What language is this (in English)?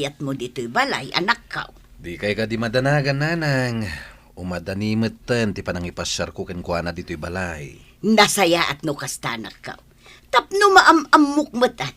Iloko